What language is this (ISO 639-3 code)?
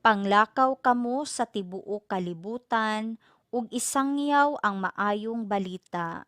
ceb